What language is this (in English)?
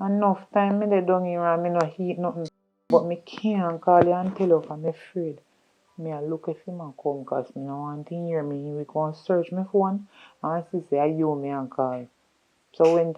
Jamaican Creole English